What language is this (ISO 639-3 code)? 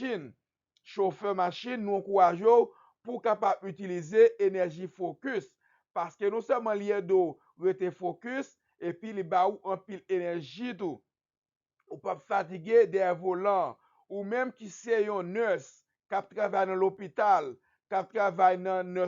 hat